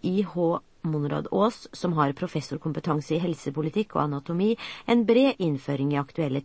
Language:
Norwegian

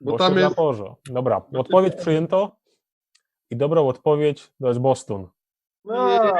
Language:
Silesian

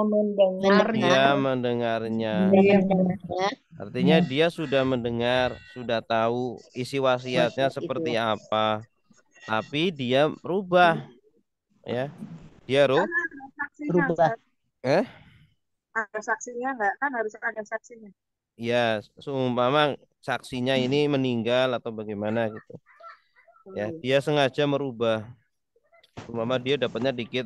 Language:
Indonesian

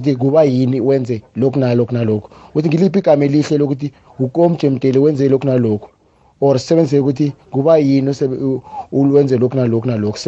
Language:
South Ndebele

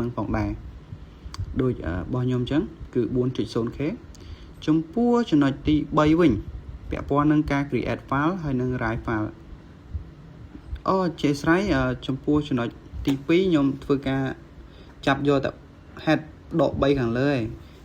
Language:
Khmer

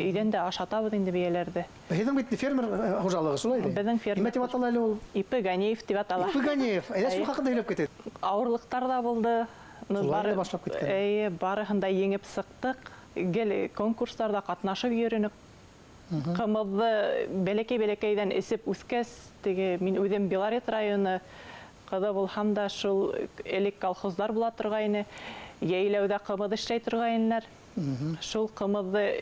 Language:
Bashkir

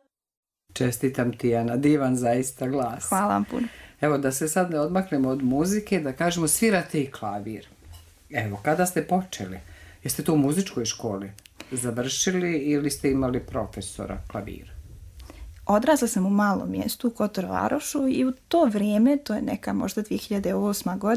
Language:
Serbian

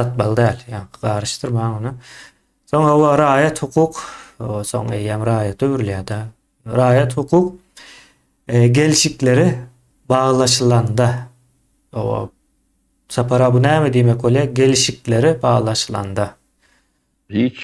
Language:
Turkmen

